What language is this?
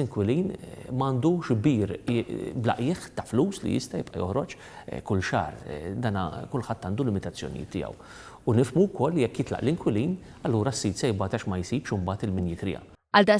Maltese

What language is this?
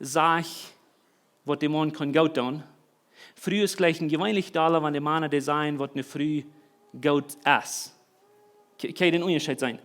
Plautdietsch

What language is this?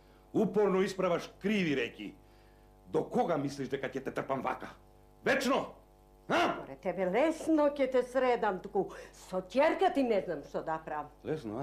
Macedonian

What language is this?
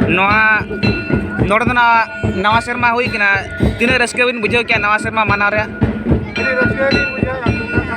Santali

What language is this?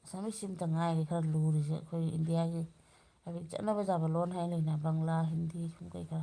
Manipuri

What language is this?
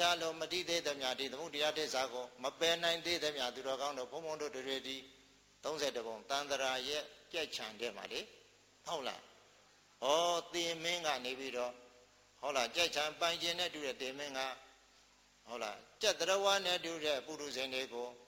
Burmese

